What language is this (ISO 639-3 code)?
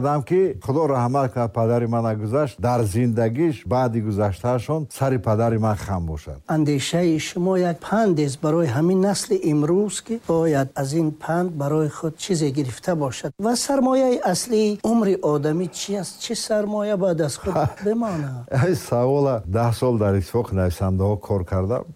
tgk